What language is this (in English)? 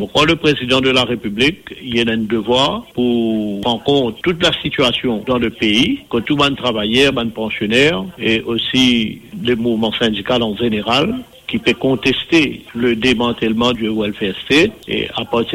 Morisyen